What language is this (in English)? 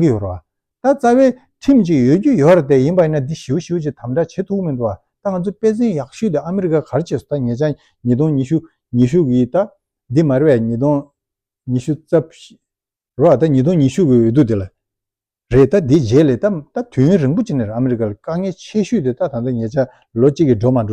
Tibetan